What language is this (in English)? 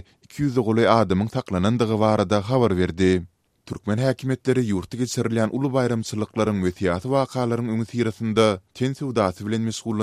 Turkmen